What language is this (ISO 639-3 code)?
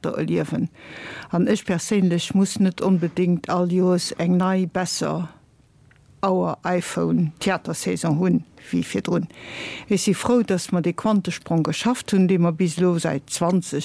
ltz